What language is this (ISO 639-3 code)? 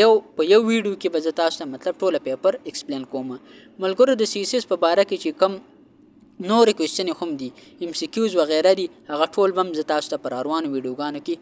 pus